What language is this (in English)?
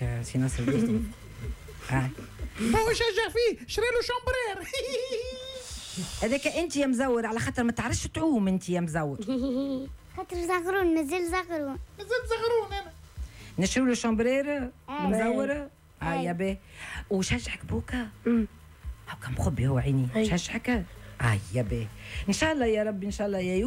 Tunisian Arabic